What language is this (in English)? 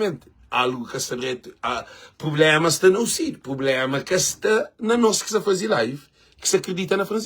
Kabuverdianu